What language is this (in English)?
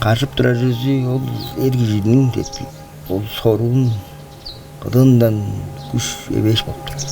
Tuvinian